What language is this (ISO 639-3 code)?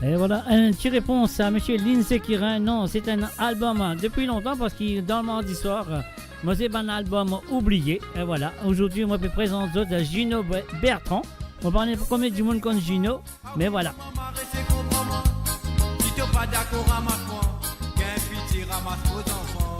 mfe